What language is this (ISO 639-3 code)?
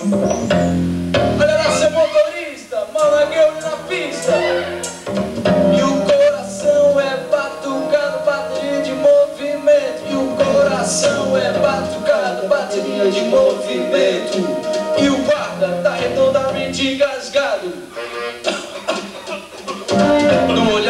por